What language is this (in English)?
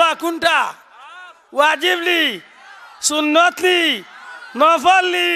Sylheti